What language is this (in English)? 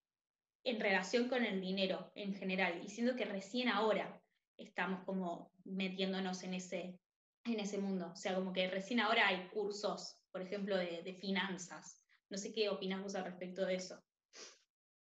Spanish